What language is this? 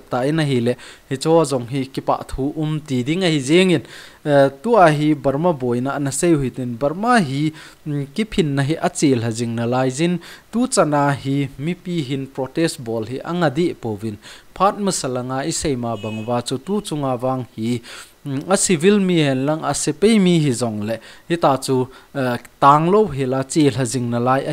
Thado Chin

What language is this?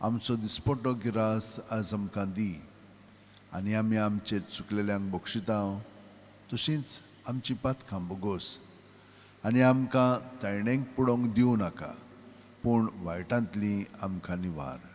Konkani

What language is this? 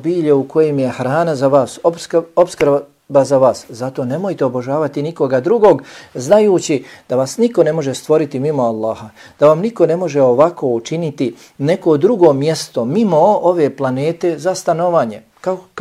Bosnian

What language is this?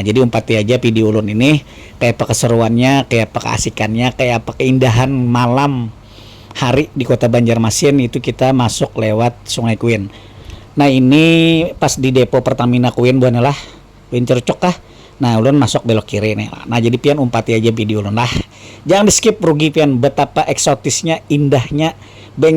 Banjar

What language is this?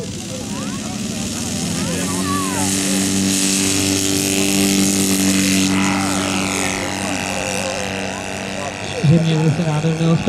Czech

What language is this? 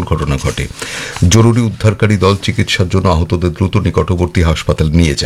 Bangla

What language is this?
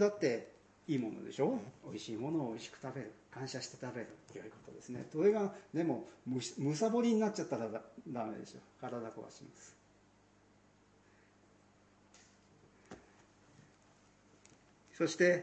Japanese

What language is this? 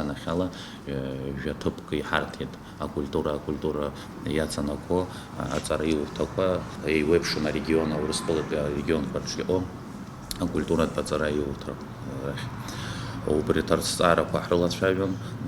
Abkhazian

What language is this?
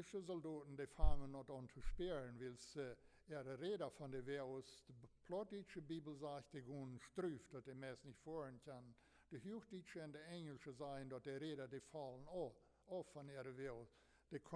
Plautdietsch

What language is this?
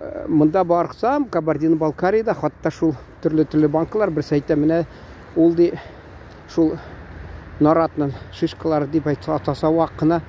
Tatar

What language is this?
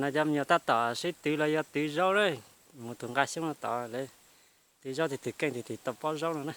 Hmong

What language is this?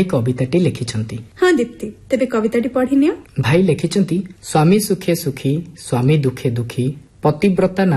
Odia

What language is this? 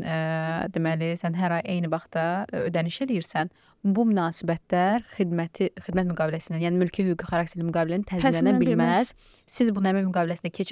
Azerbaijani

